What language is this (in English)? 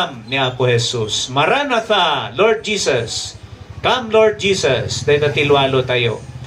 Iloko